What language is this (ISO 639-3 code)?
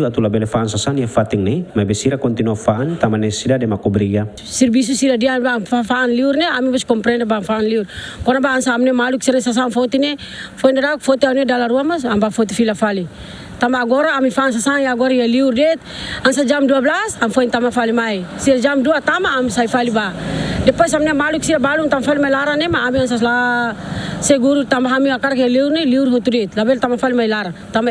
tet